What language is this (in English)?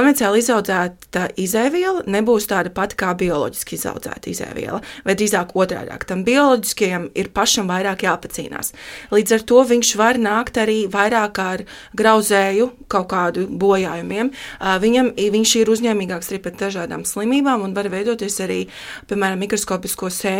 Latvian